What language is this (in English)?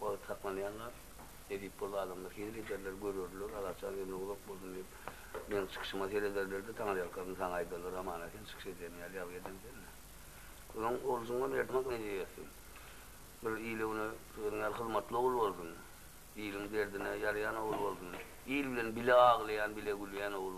Turkmen